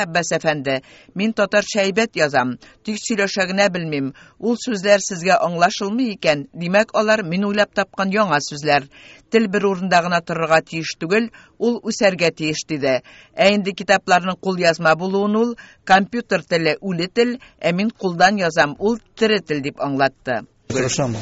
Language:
Tatar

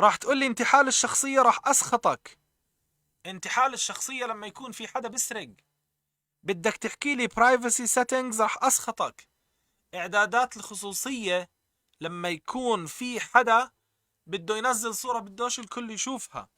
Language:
North Levantine Arabic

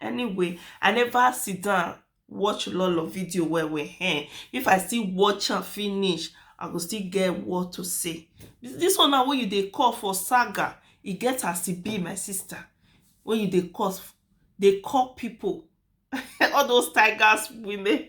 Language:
Nigerian Pidgin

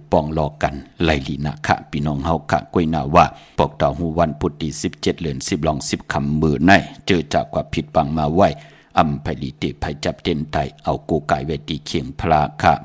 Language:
Shan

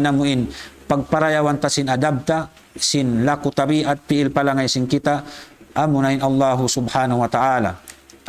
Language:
Tausug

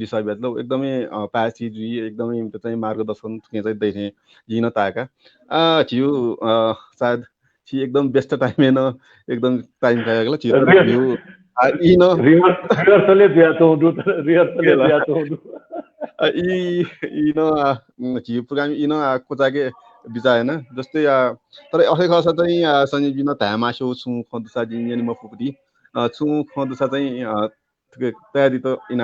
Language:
Newari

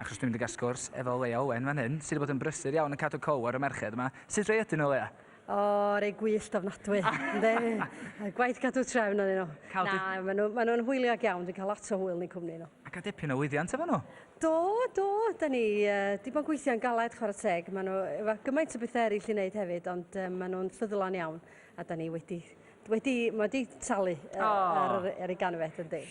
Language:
Welsh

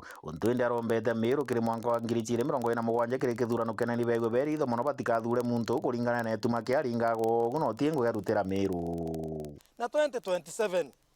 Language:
Meru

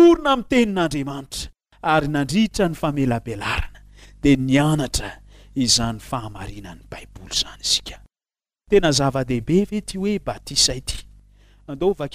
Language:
Malagasy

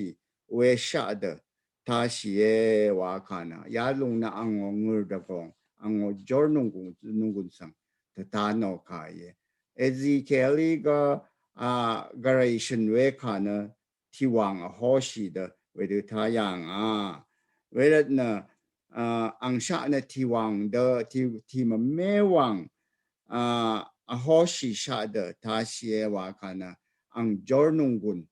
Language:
Rawang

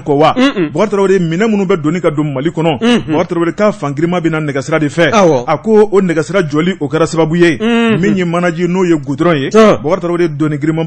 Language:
Bambara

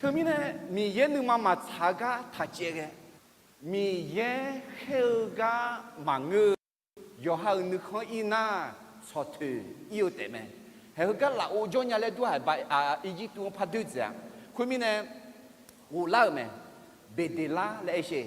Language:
Akha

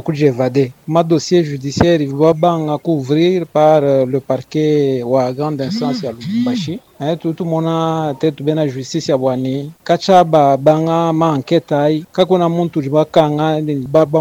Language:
Luba-Lulua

